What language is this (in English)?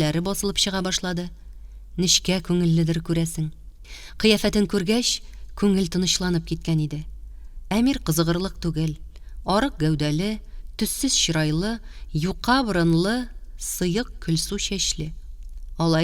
Tatar